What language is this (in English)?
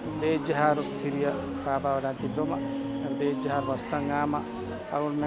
Divehi